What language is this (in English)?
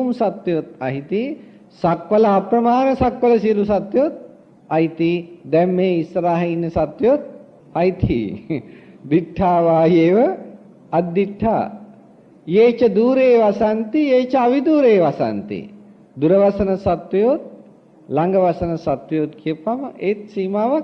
Sinhala